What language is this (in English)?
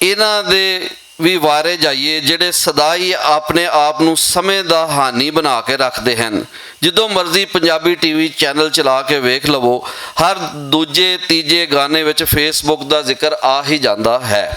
Western Panjabi